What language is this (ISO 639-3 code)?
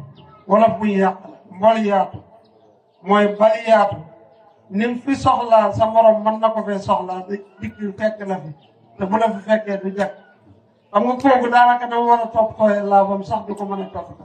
wol